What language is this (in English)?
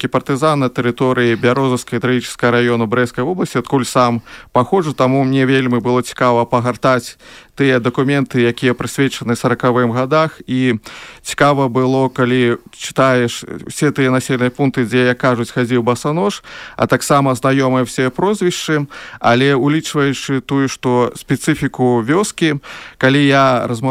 Belarusian